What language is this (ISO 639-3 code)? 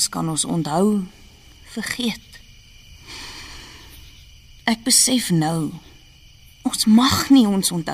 afr